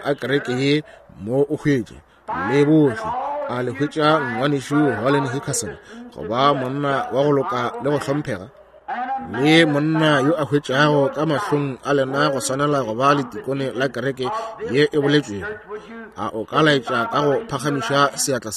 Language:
Northern Sotho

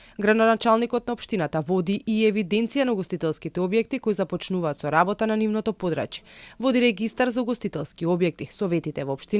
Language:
Macedonian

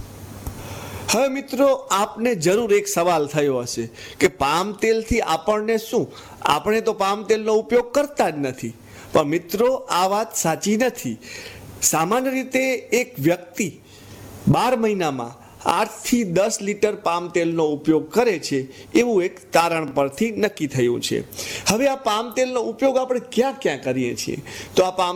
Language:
Gujarati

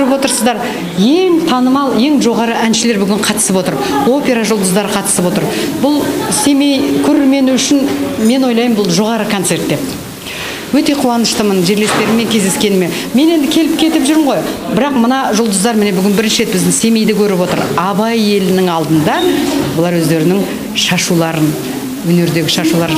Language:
Kazakh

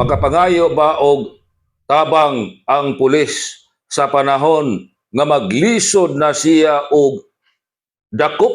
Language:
Cebuano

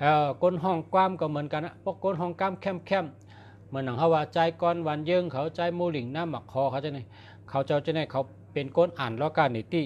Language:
Shan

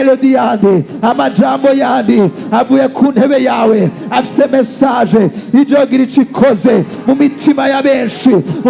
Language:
Rundi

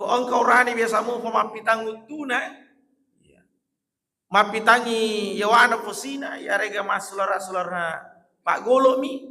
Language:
Buginese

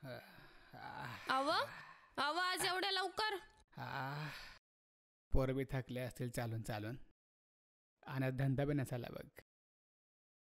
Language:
Marathi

